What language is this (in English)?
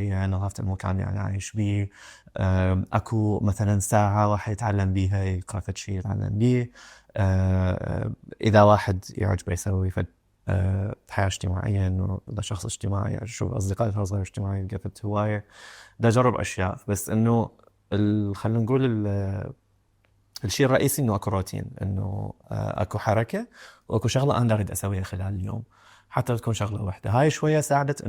Mesopotamian Arabic